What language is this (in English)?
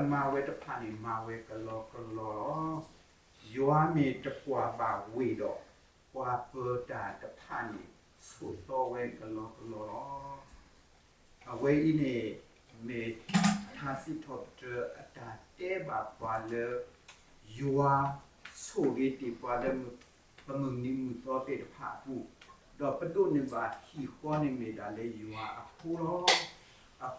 S'gaw Karen